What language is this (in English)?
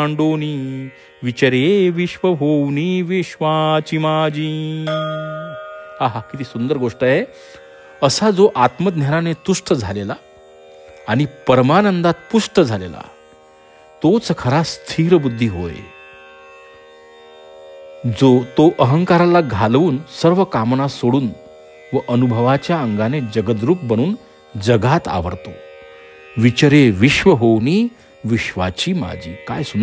Marathi